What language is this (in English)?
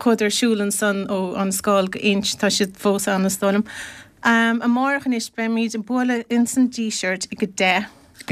Irish